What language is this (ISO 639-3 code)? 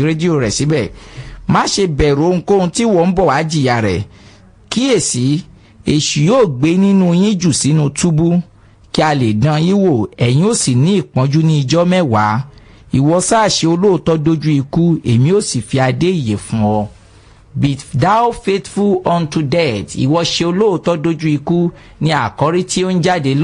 yor